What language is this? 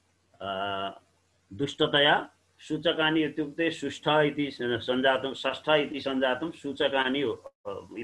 Sanskrit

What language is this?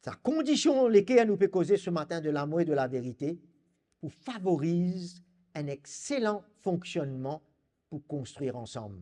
Morisyen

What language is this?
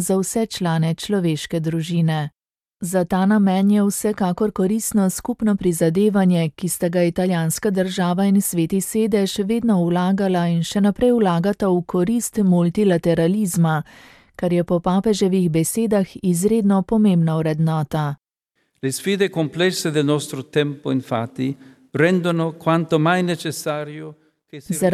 Slovenian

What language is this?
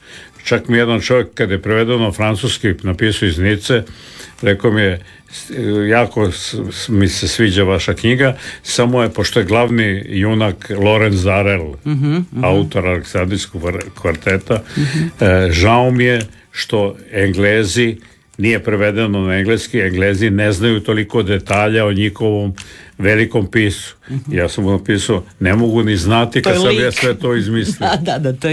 Croatian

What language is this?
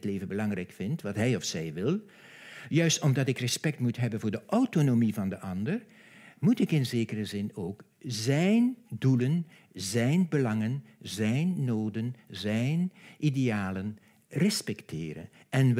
Dutch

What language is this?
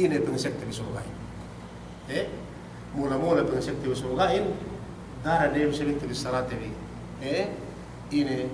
Yakan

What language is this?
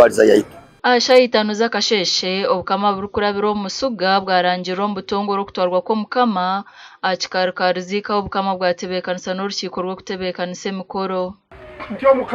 Nyankole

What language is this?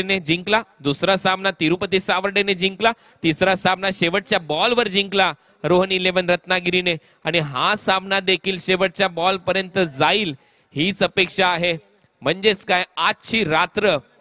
Marathi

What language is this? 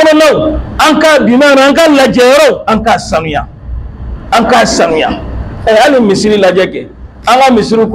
Bambara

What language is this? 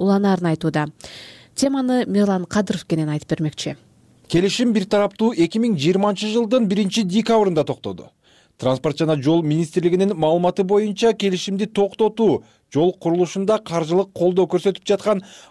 Kyrgyz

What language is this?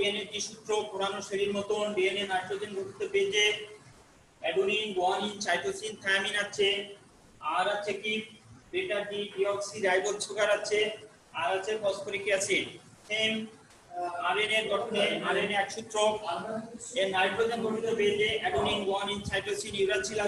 Bangla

